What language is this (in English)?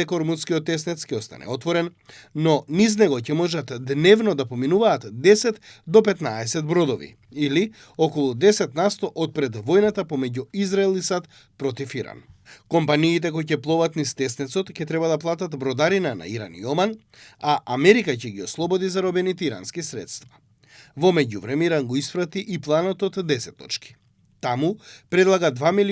Macedonian